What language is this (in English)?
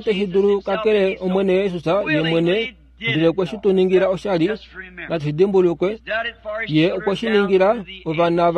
Kuanyama